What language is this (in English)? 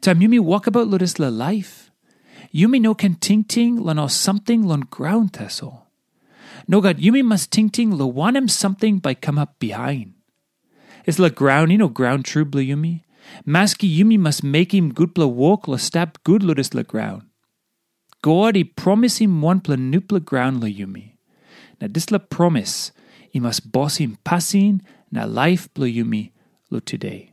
Tok Pisin